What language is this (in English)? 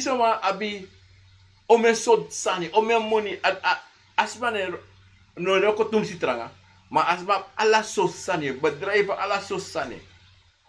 Sranan Tongo